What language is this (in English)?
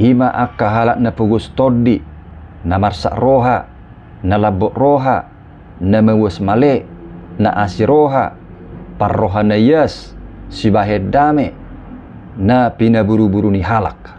Batak Toba